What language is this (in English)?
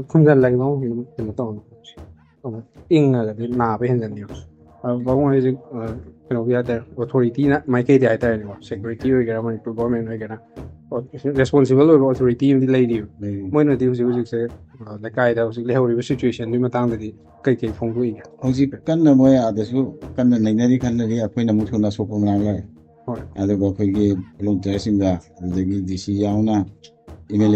Manipuri